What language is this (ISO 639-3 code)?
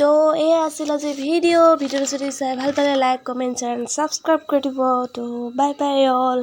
asm